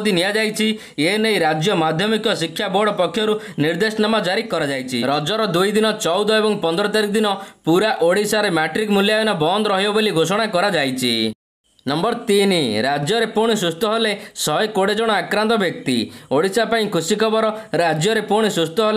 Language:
Odia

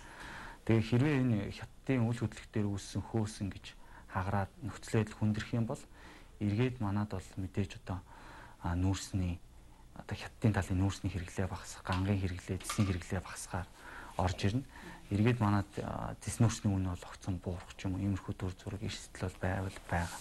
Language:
Mongolian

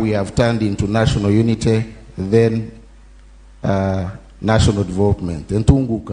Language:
Nyankole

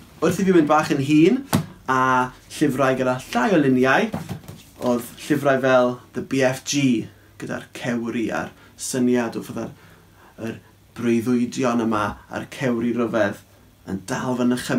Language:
Welsh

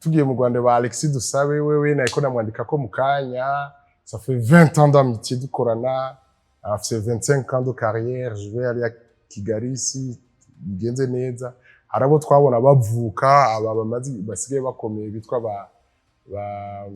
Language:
Rundi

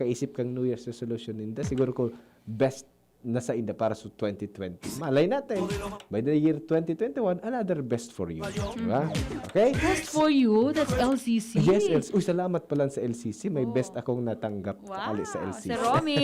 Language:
Bikol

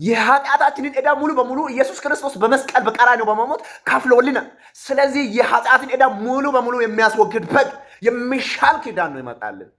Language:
Amharic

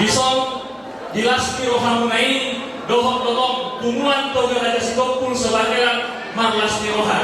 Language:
Batak Toba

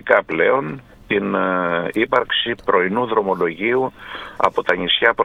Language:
Greek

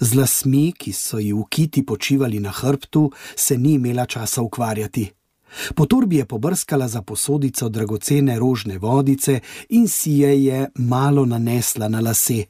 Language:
Slovenian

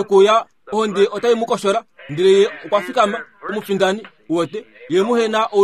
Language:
Kuanyama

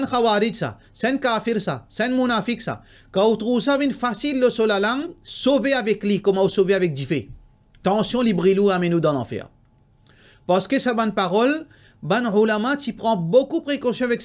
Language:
Morisyen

